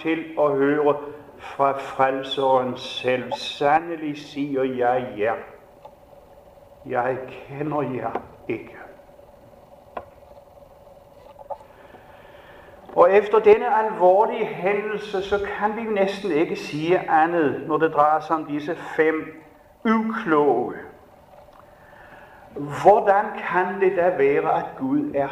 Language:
Danish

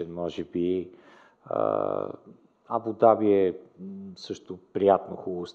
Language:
Bulgarian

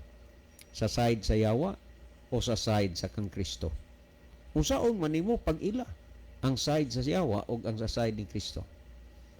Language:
Cebuano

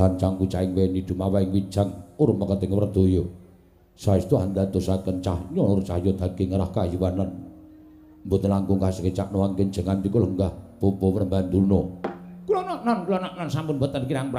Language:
Javanese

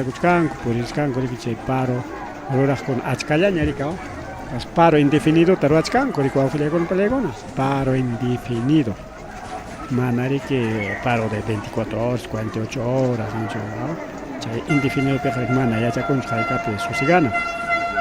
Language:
Ayacucho Quechua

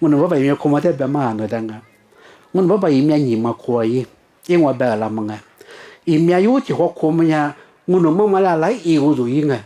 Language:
Lisu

